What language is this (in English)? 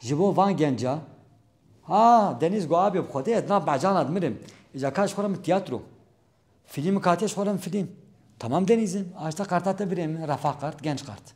Kurdish